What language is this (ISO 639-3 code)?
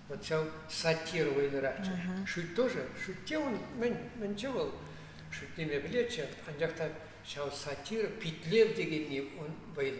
chv